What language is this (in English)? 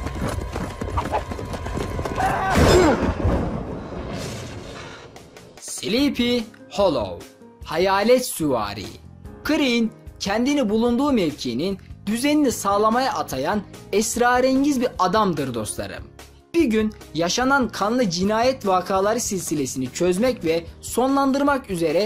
Turkish